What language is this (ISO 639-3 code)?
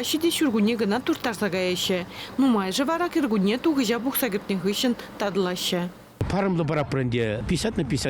chv